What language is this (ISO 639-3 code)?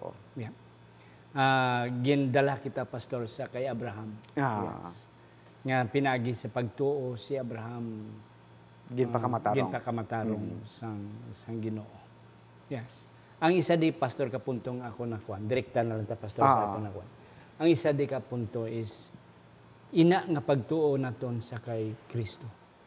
hil